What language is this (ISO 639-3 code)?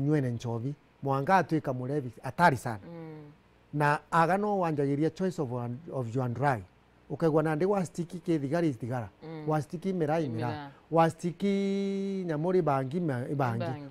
mer